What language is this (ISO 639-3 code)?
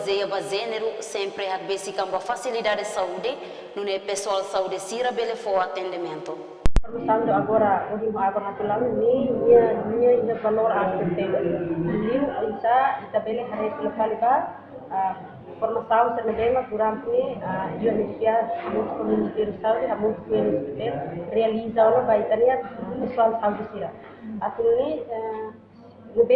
tet